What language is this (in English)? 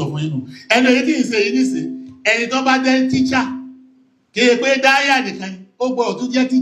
Yoruba